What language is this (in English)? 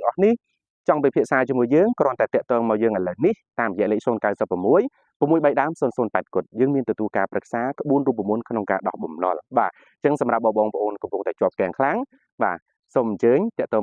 Khmer